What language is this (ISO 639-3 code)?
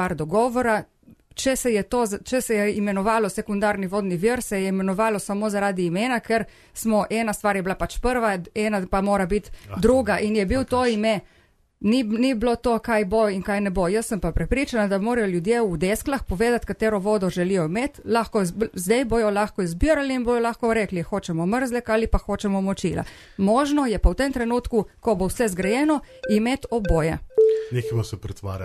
slv